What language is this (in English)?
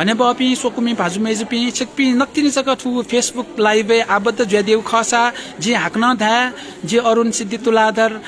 Newari